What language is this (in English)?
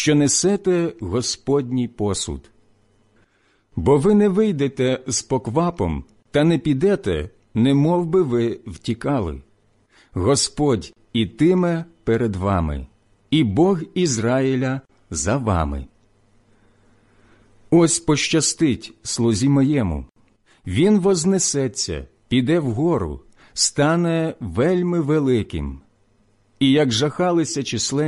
Ukrainian